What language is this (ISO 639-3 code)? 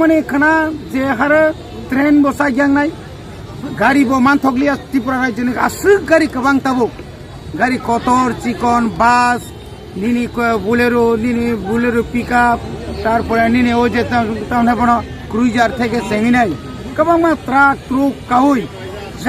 trp